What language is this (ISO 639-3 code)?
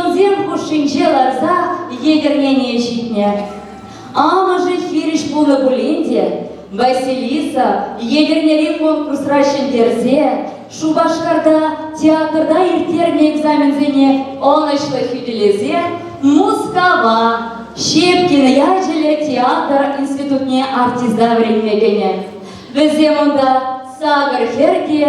chv